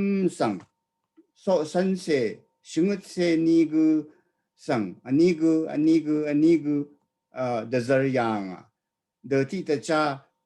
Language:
Rawang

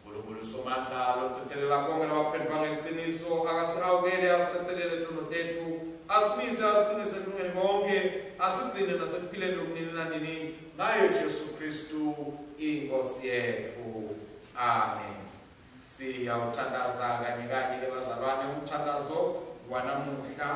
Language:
Swati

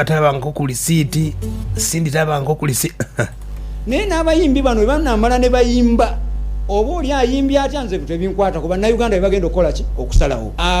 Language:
Ganda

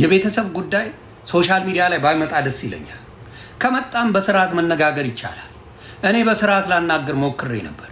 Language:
Amharic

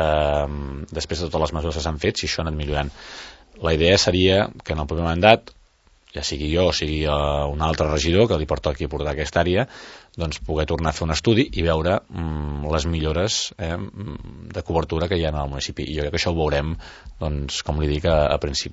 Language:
Catalan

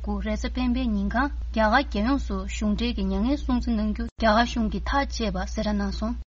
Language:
Tibetan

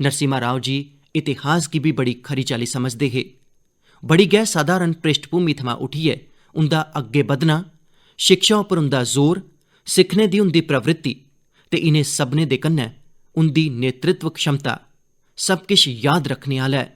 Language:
Dogri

